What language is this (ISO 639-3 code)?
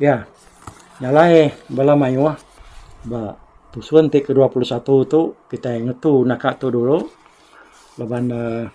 iba